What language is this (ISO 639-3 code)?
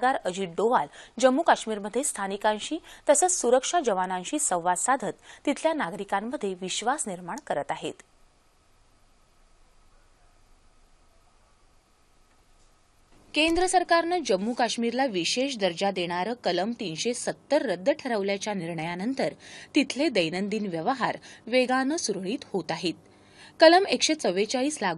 mar